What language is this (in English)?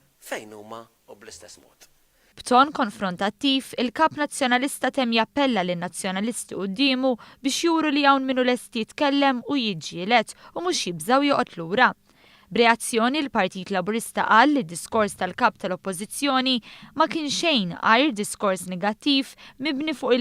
Maltese